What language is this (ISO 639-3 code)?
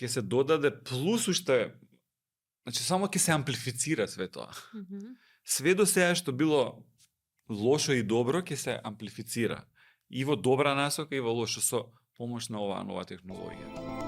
mkd